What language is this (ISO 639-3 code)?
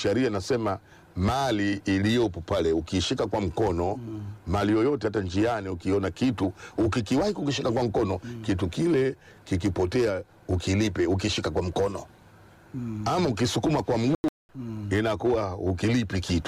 swa